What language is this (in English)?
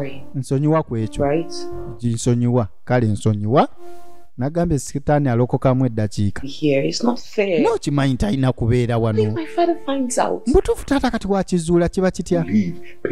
Ganda